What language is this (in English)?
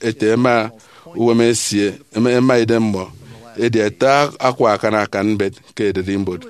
Efik